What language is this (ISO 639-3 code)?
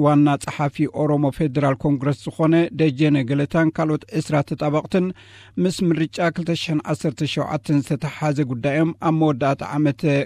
tir